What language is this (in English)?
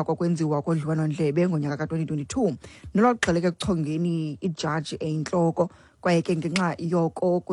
Xhosa